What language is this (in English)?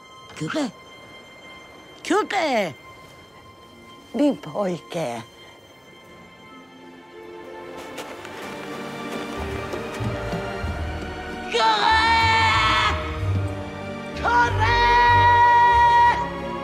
Swedish